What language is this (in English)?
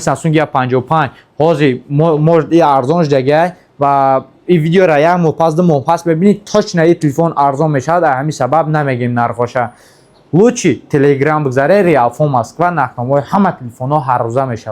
Tajik